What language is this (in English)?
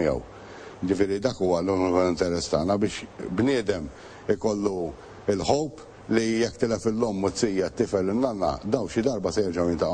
Maltese